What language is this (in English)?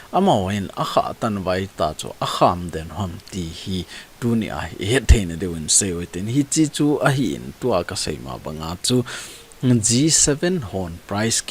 Thado Chin